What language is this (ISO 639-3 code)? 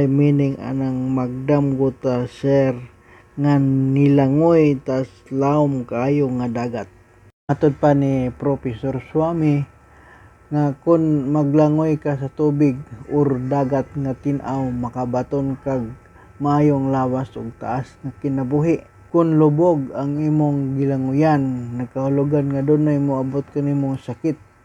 ceb